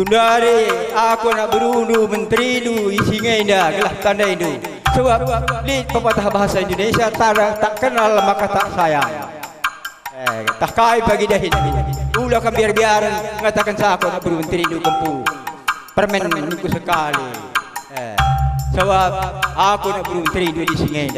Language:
Batak Karo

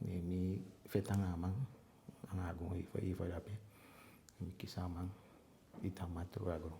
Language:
Eastern Maroon Creole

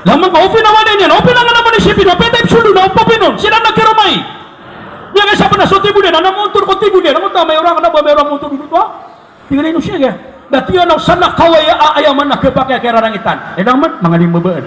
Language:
Maranao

